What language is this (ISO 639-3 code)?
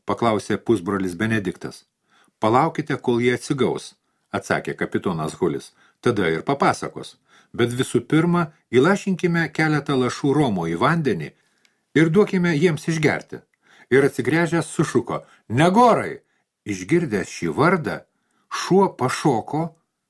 lit